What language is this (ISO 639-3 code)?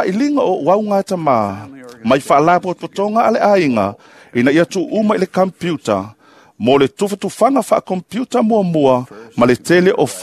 smo